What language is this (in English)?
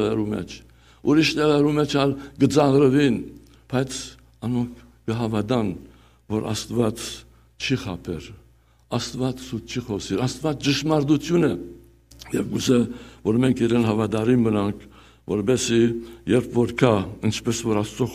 Western Armenian